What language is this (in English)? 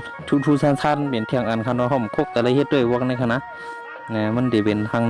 Shan